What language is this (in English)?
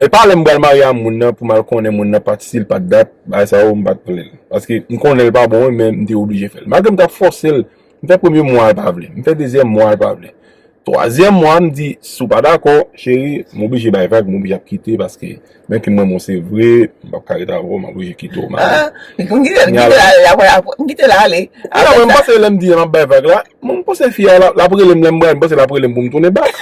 Haitian Creole